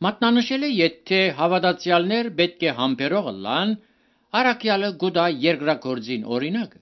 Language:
Armenian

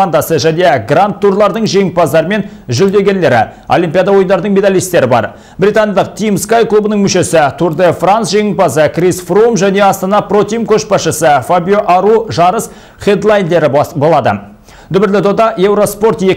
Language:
Kazakh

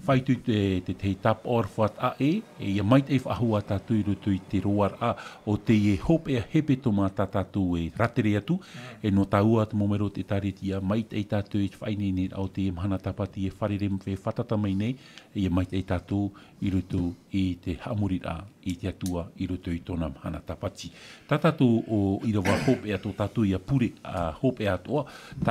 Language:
Tahitian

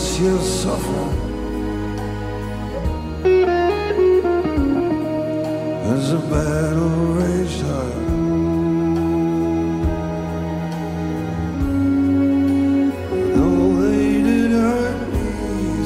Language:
Catalan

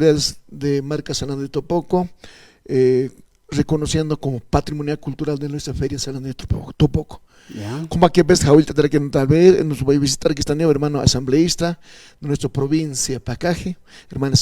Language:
Aymara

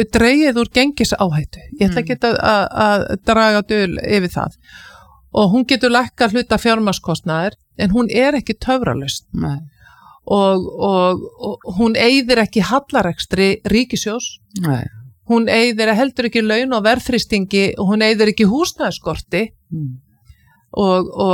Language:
Icelandic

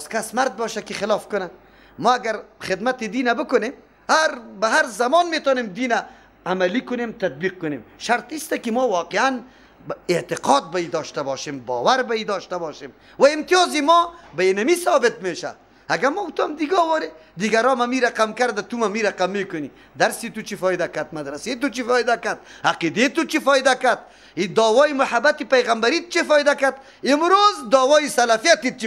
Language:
Persian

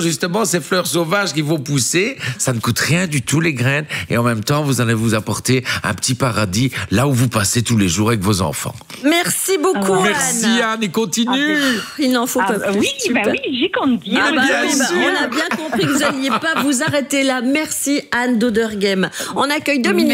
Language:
French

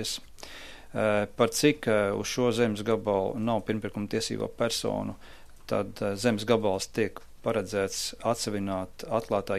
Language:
Latvian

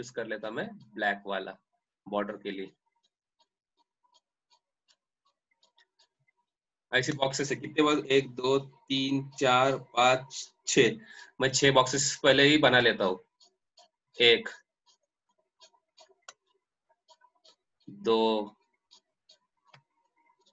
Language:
Hindi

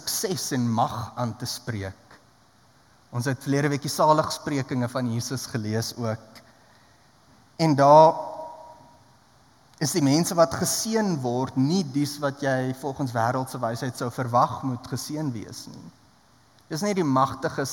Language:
Afrikaans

